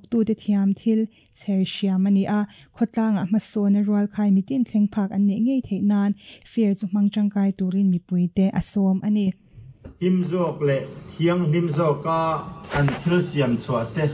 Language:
Mizo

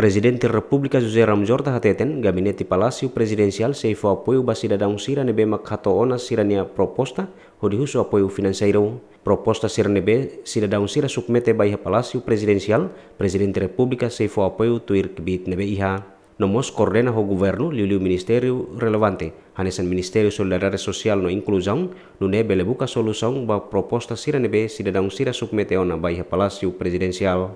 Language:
Tetum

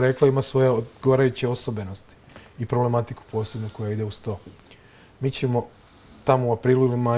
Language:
Serbian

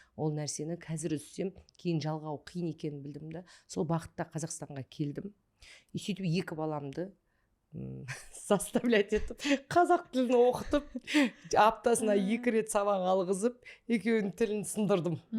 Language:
Kazakh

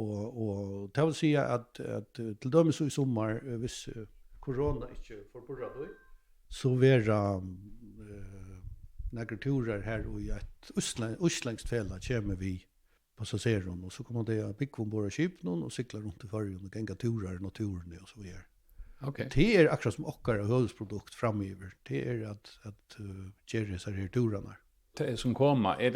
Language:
Faroese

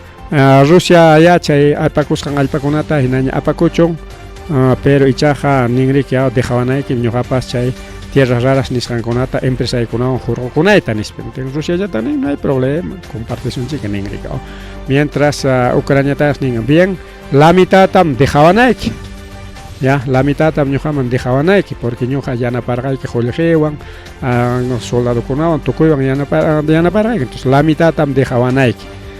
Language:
Ayacucho Quechua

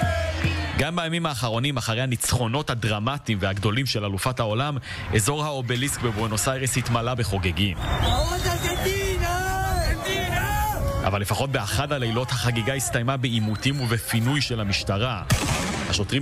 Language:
Hebrew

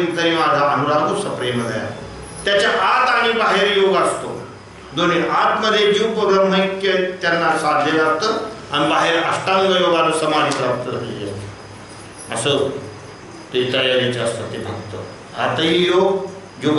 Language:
Marathi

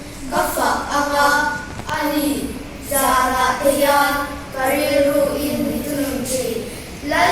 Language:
Mizo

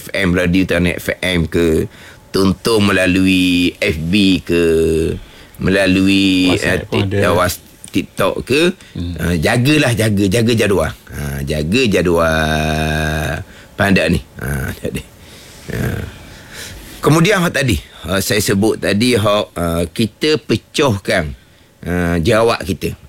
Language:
Malay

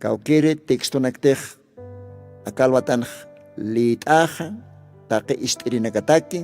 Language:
Aymara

